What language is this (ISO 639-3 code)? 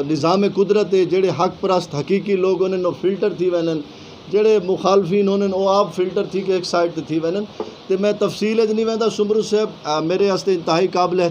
skr